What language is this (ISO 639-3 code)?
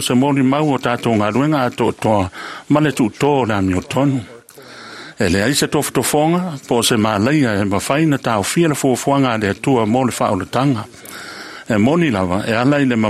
smo